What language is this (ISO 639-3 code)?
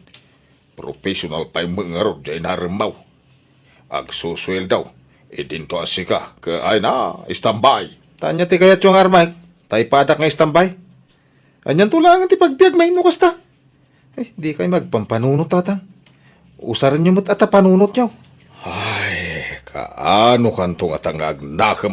ilo